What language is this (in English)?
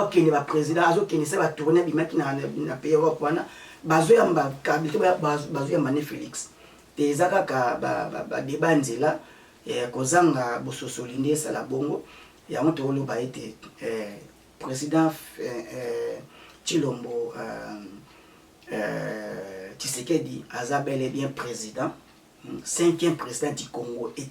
Lingala